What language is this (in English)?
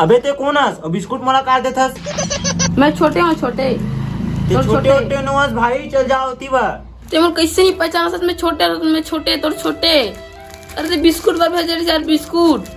Chhattisgarhi